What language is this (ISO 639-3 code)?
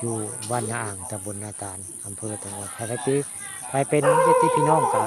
tts